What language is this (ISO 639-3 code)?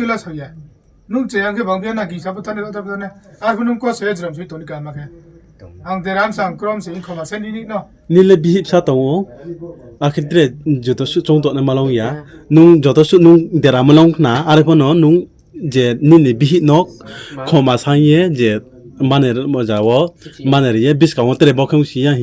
ria